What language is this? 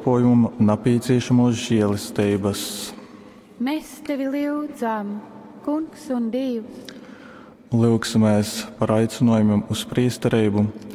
Latgalian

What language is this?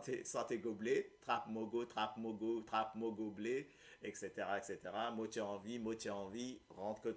Morisyen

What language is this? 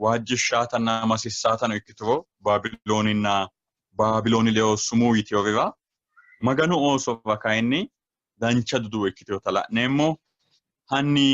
Sidamo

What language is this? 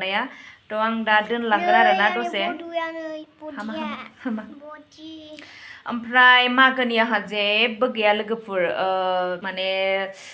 Bodo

